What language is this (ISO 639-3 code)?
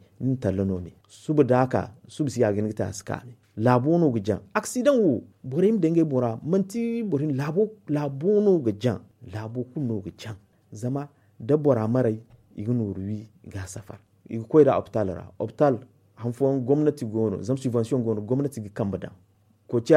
dje